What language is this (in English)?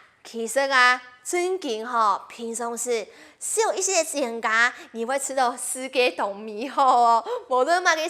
Hakka Chinese